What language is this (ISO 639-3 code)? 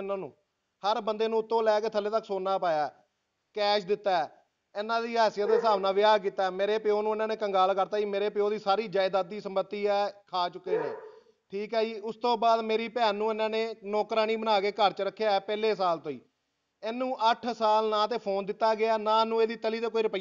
pan